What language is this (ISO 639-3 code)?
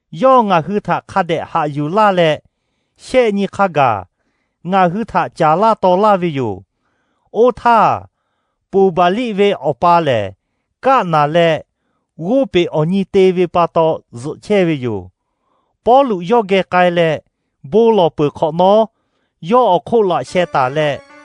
lhu